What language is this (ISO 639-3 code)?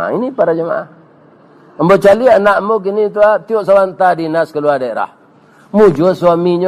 min